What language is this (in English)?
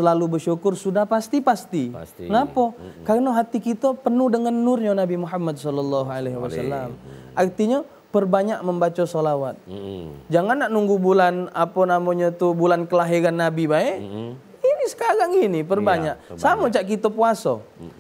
Musi